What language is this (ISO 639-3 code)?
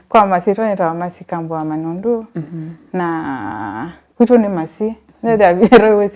kam